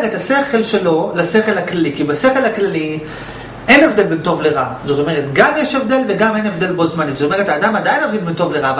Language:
Hebrew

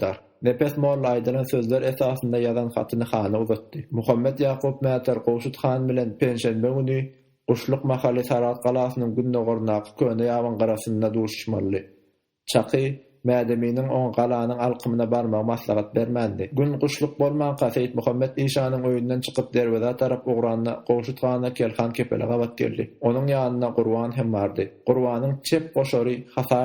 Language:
Turkmen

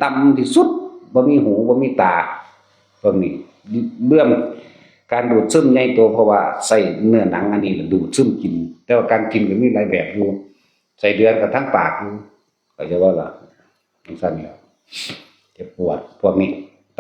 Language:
Northeastern Thai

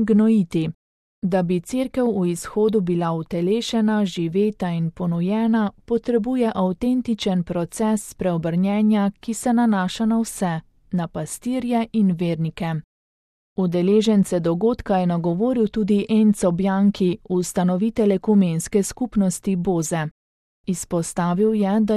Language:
Slovenian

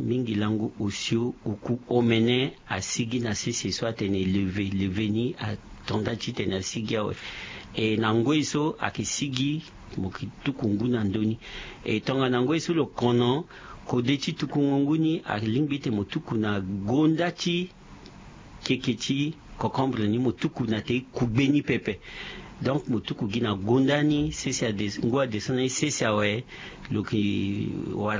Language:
Sango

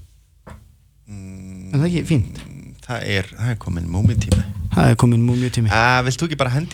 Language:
Icelandic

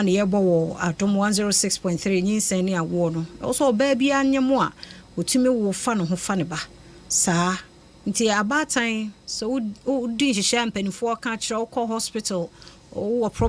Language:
Akan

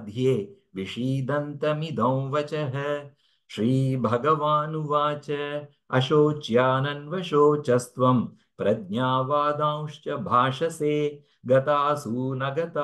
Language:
Sanskrit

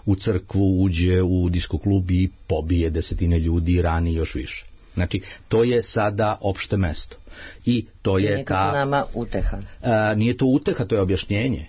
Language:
Serbian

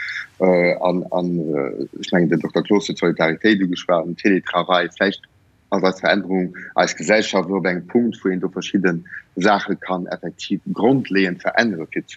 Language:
Luxembourgish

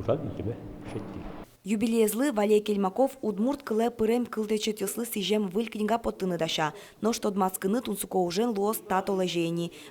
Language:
Udmurt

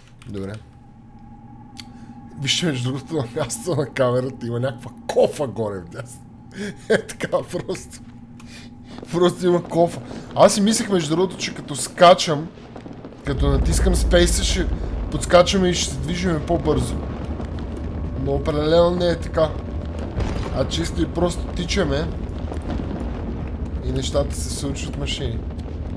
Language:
Bulgarian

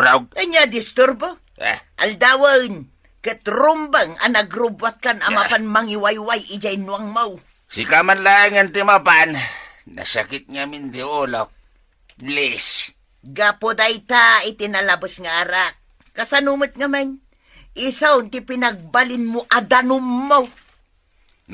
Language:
Iloko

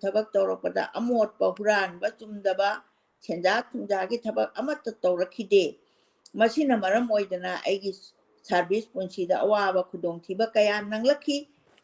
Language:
Manipuri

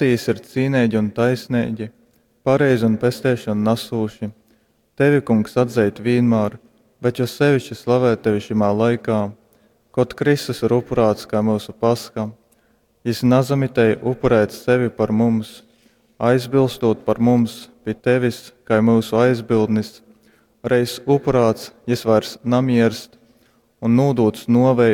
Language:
Latgalian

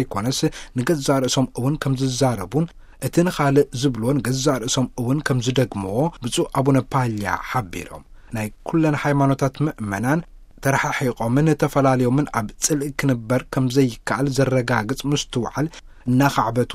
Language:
Tigrinya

